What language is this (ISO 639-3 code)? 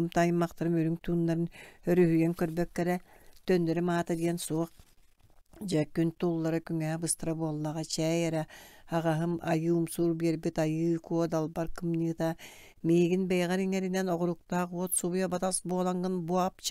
sah